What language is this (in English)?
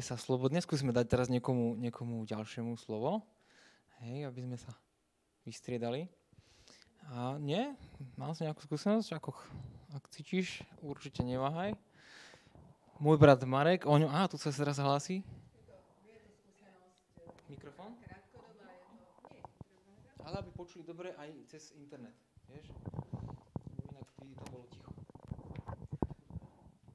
Slovak